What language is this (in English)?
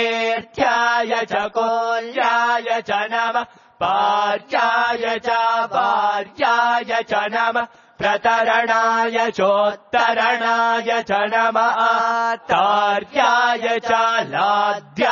Sanskrit